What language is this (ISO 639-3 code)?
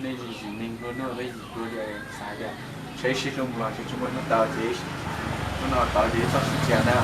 hmn